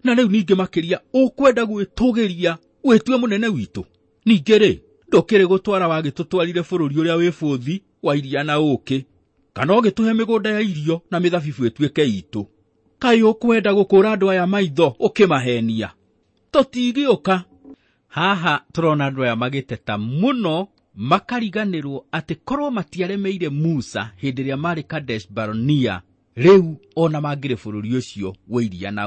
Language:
Kikuyu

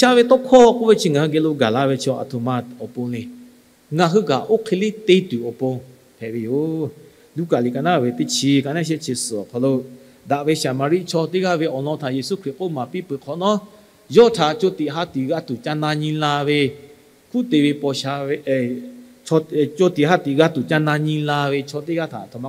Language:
Lahu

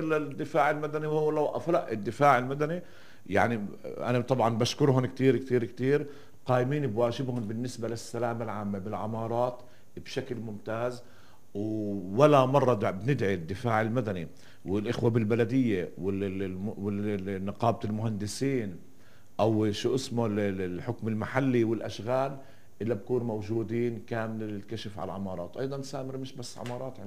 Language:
North Levantine Arabic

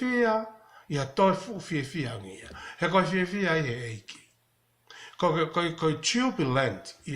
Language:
Tongan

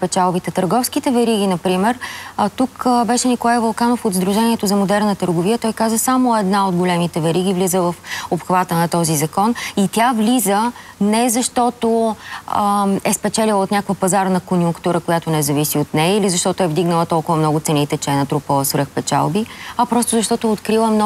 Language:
Bulgarian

